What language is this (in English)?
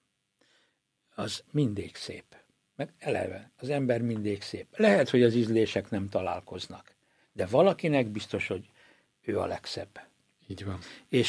Hungarian